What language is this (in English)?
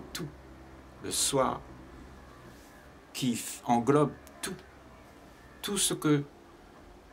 French